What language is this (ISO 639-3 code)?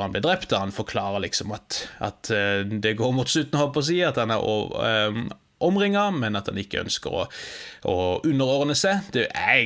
nor